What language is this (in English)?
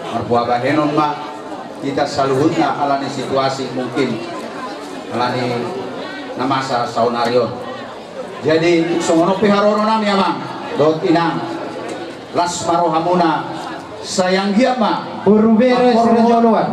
Batak Toba